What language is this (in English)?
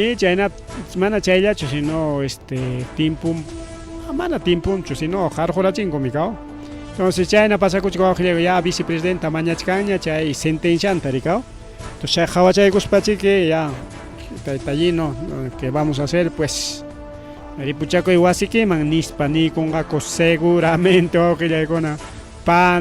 Ayacucho Quechua